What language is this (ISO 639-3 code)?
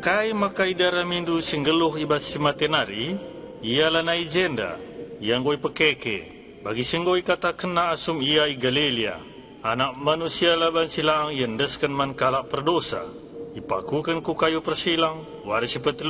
btx